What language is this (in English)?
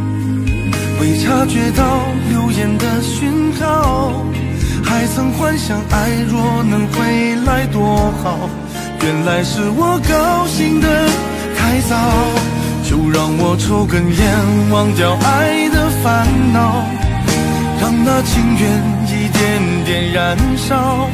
Chinese